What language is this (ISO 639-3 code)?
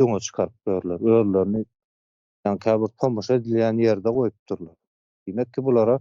tuk